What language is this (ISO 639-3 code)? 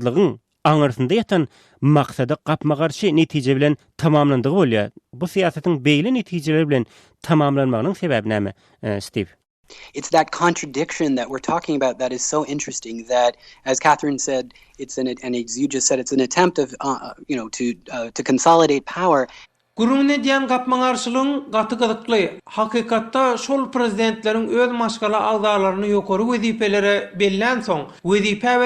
tuk